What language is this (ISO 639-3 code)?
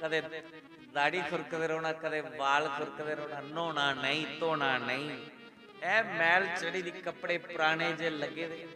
doi